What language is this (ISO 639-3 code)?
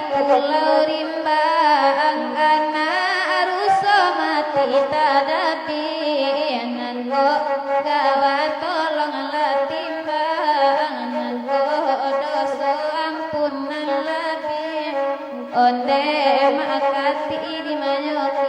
min